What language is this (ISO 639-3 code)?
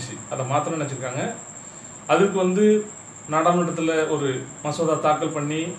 tam